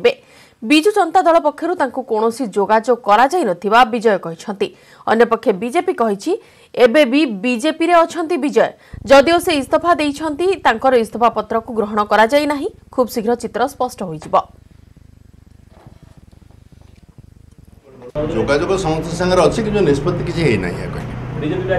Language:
Odia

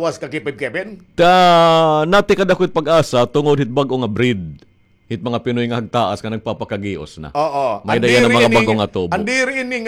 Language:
Waray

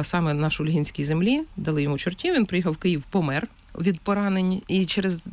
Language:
Ukrainian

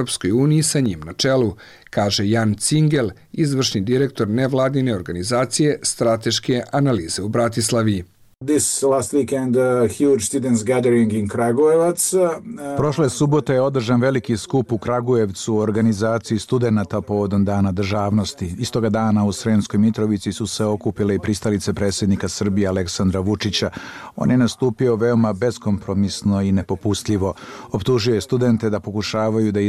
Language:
Bosnian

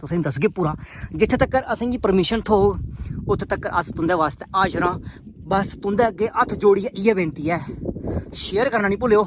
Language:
Dogri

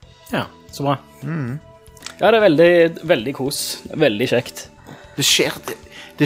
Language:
Norwegian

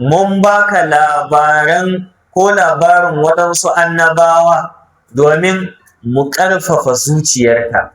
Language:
Hausa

